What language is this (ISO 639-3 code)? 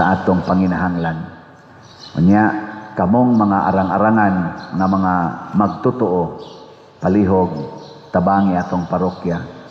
ceb